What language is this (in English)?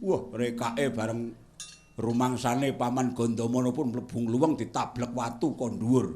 Javanese